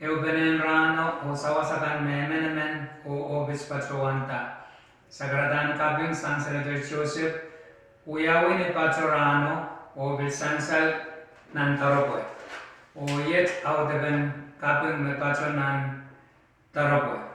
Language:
Pohnpeian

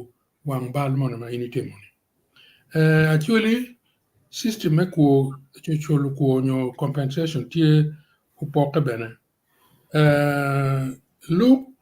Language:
Acoli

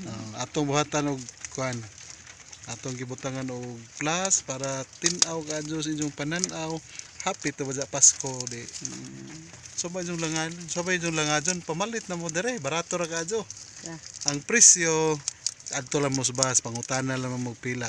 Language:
Cebuano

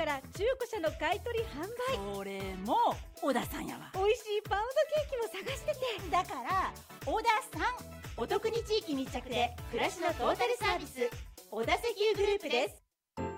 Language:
Japanese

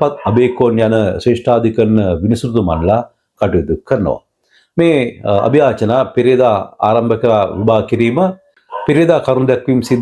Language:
Sinhala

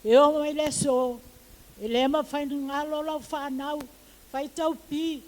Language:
Samoan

